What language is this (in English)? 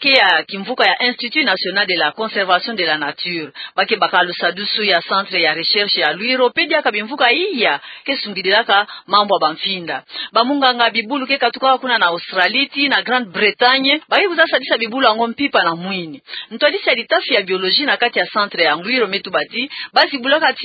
Kituba (Democratic Republic of Congo)